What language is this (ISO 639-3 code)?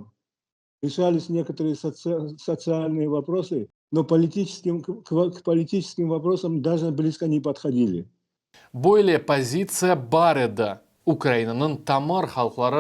crh